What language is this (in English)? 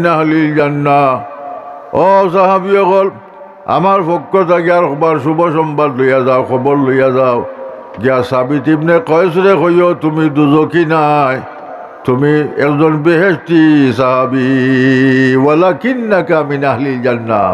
Sylheti